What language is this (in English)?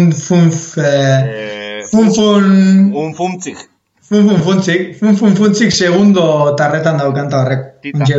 Basque